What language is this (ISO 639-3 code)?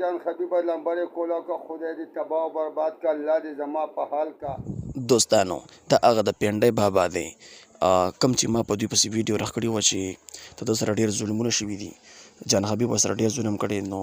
pus